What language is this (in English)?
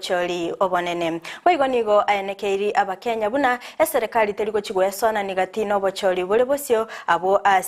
Gusii